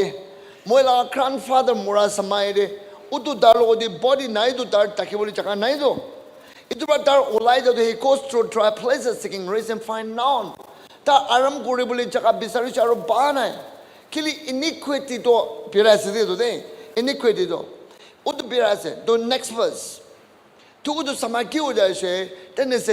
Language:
Naga Pidgin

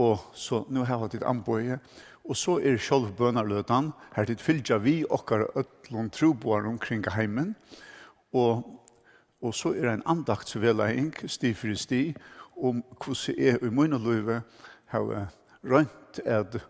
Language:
Faroese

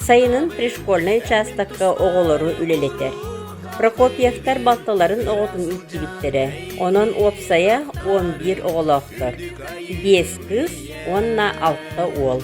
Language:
Yakut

